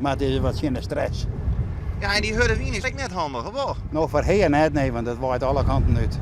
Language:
Western Frisian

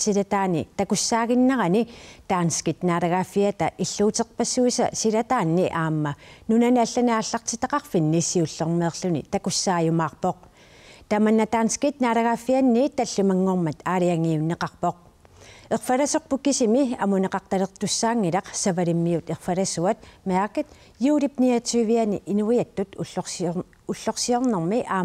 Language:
Kalaallisut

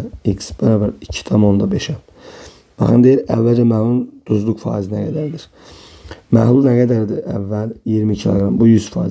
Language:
Azerbaijani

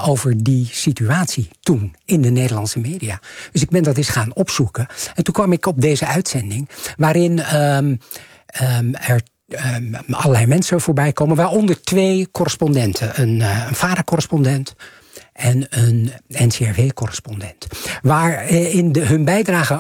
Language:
Dutch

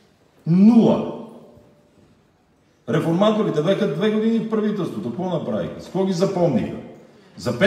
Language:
Bulgarian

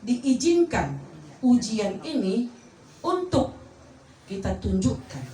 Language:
Batak Toba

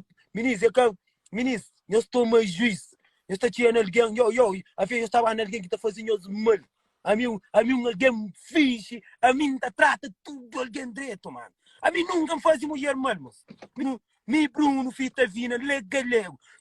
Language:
Kabuverdianu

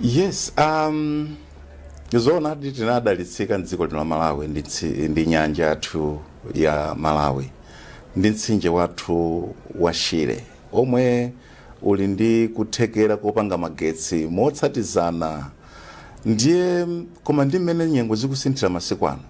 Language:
Nyanja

